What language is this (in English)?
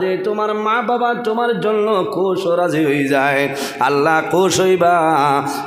Sylheti